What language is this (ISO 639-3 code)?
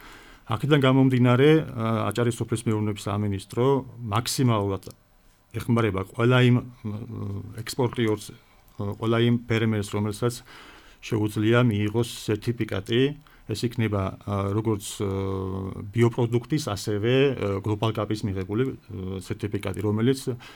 kat